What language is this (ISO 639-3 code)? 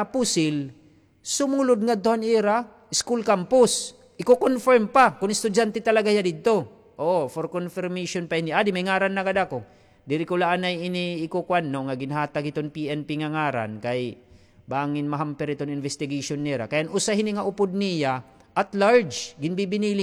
war